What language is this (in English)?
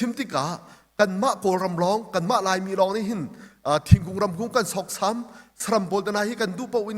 Hakha Chin